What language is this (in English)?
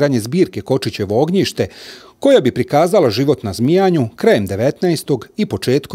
Croatian